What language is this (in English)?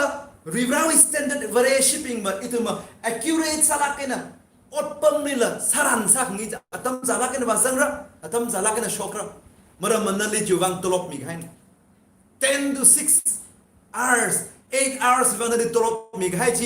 Tangkhul Naga (India)